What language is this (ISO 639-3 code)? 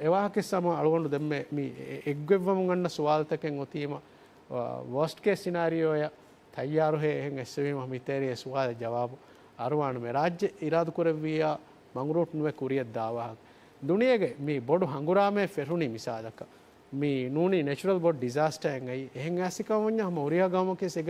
div